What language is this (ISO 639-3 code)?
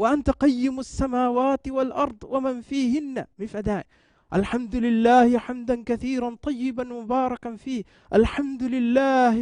div